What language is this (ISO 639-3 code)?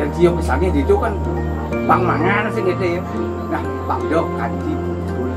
ban